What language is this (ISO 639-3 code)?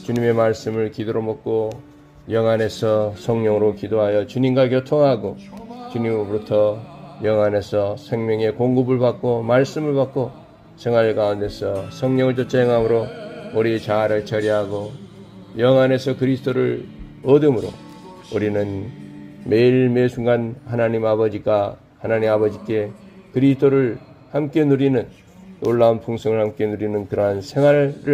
kor